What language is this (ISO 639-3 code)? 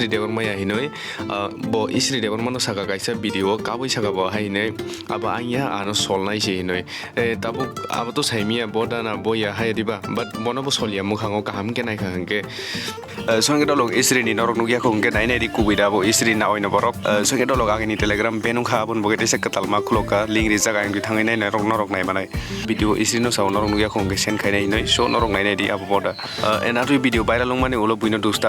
trp